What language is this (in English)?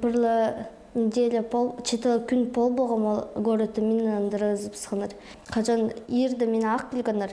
Khakas